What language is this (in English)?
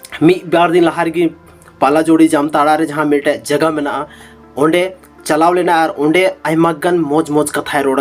Santali